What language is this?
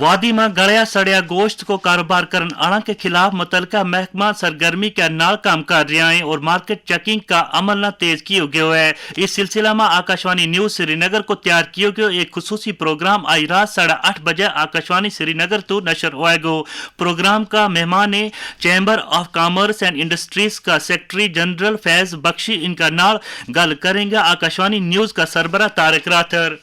Gujari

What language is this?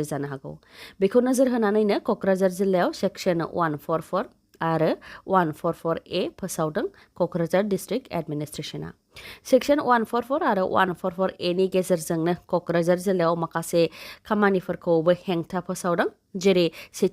Bodo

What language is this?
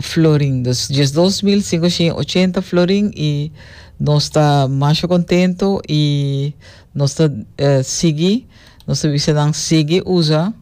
Papiamento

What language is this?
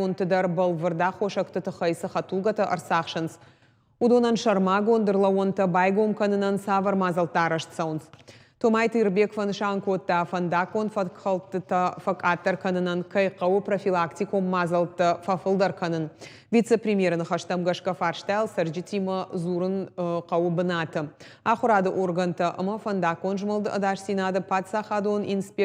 Ossetic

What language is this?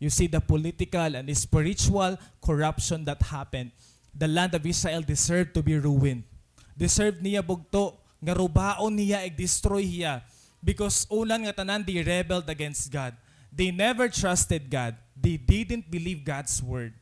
Waray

